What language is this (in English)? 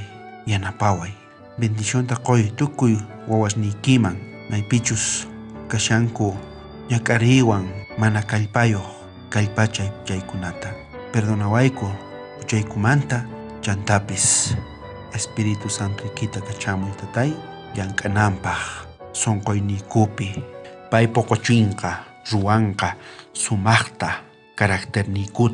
South Bolivian Quechua